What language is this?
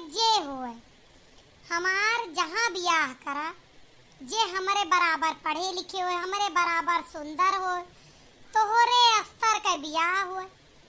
Awadhi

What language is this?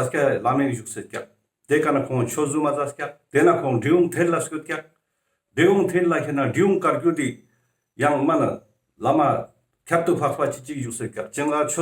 Ladakhi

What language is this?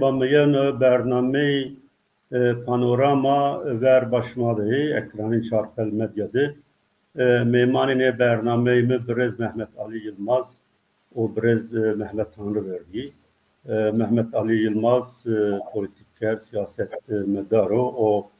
Zaza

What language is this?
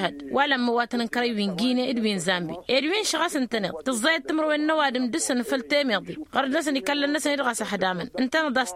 Tamasheq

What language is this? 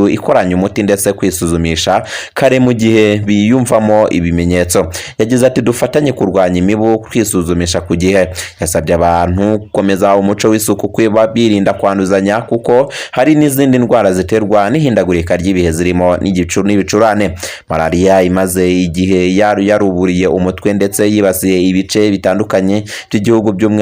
Kinyarwanda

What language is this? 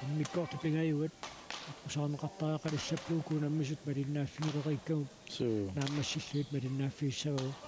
Kalaallisut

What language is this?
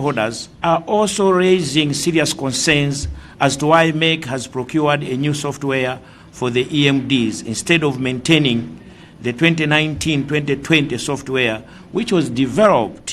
Nyanja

